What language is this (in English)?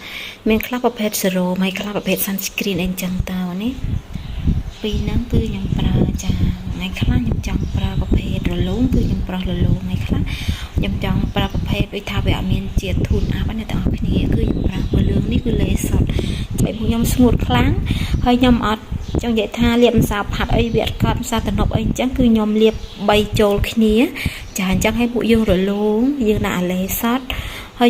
Khmer